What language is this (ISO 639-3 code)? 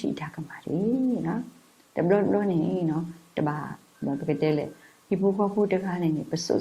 ksw